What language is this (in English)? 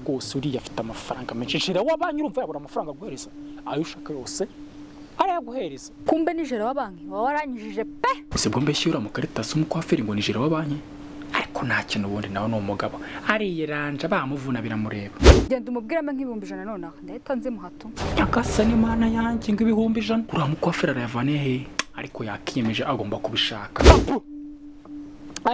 Kinyarwanda